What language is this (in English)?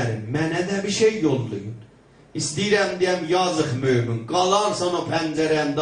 South Azerbaijani